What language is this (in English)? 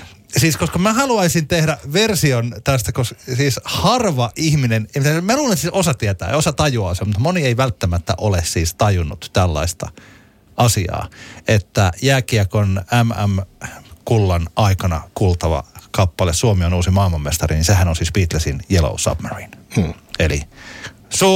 Finnish